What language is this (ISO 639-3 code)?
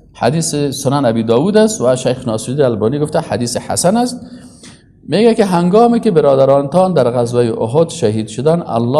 fas